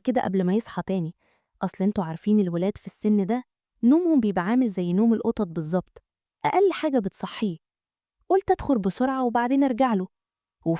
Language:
Egyptian Arabic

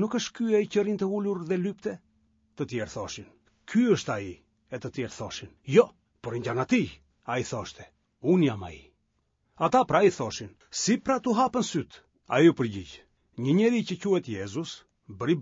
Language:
Albanian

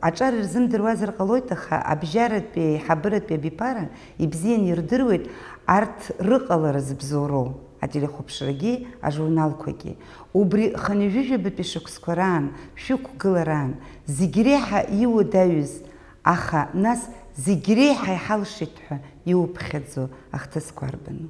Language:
Abkhazian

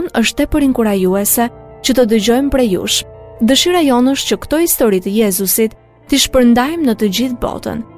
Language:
Albanian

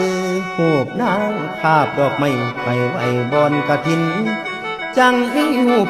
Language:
Lao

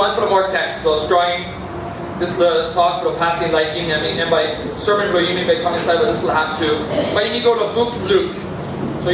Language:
Tok Pisin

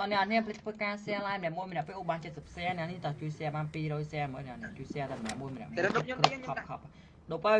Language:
Khmer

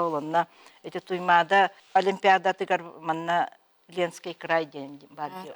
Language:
Yakut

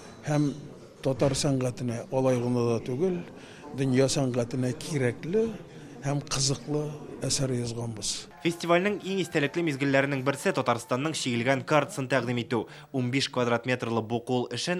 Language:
Tatar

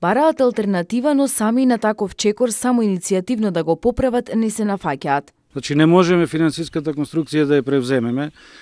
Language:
Macedonian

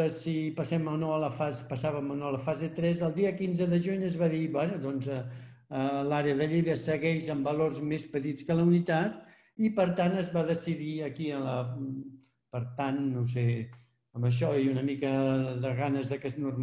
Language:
Catalan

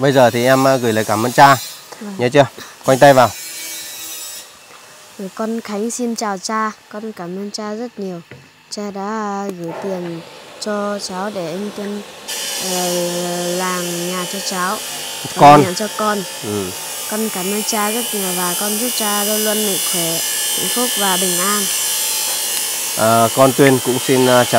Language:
Vietnamese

